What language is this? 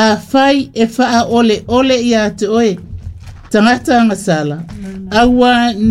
Samoan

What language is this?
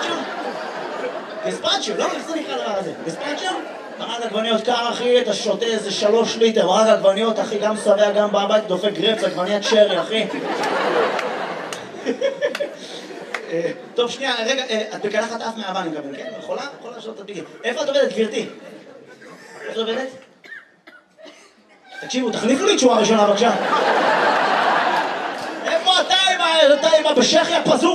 Hebrew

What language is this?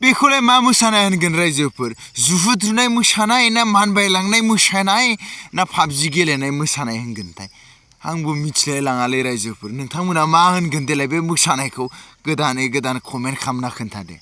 Bodo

